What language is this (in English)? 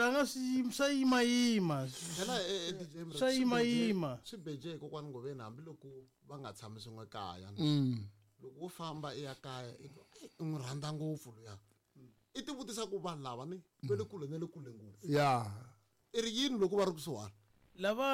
Tsonga